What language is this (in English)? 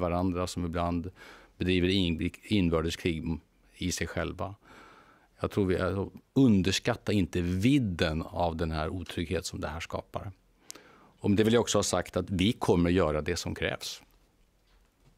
Swedish